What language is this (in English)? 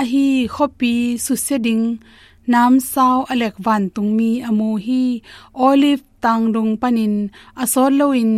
Tedim Chin